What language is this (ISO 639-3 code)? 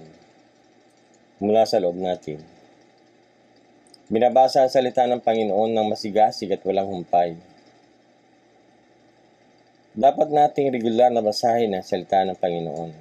fil